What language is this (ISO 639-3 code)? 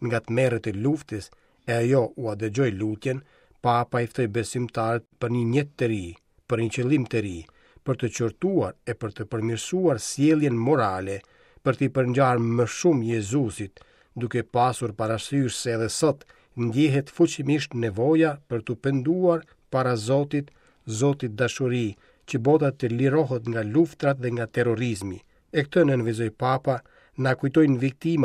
sqi